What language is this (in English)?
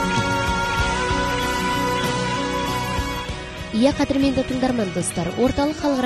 Kazakh